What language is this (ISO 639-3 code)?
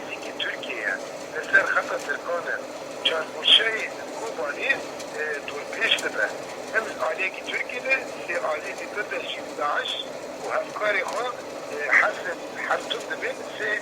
kur